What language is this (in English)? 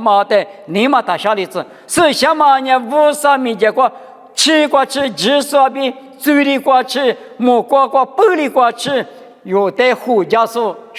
Lisu